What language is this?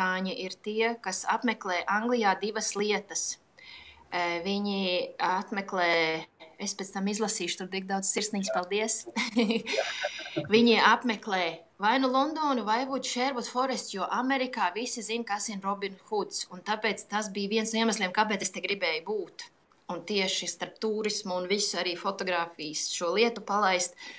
Latvian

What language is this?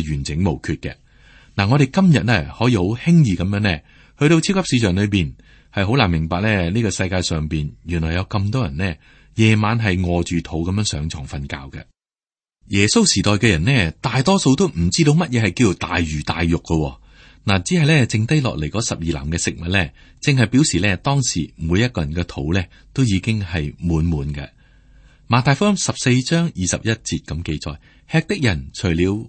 Cantonese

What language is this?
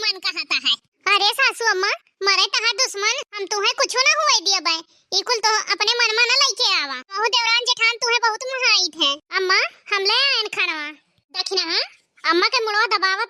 Awadhi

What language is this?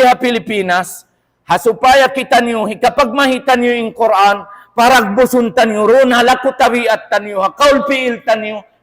Tausug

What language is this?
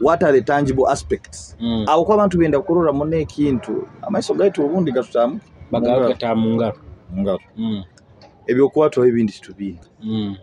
Nyoro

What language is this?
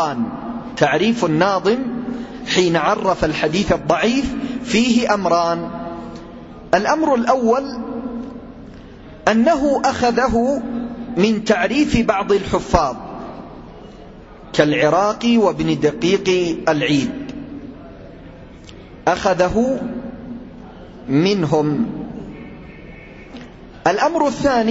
Arabic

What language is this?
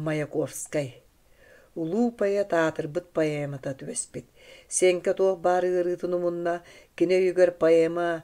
Yakut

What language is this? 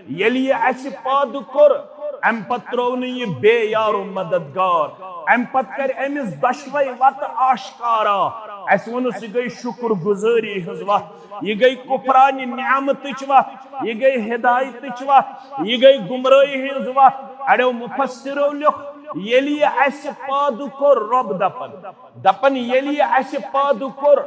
Kashmiri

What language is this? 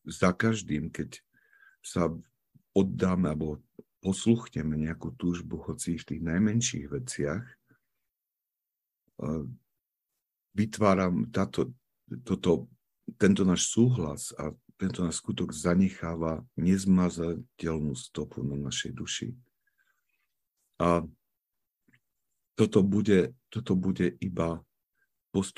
Slovak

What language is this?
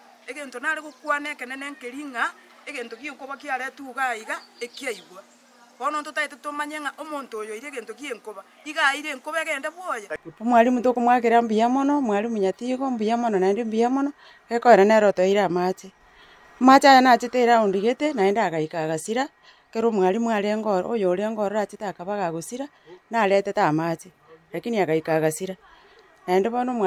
Gusii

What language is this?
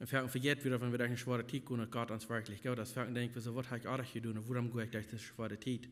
Plautdietsch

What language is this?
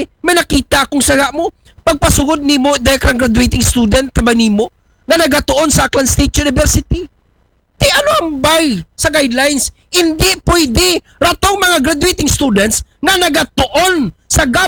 Aklanon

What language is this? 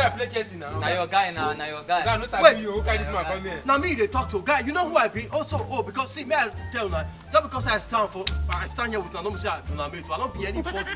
Nigerian Pidgin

